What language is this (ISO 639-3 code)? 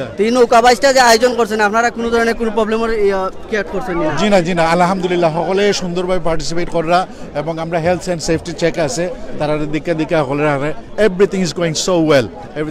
syl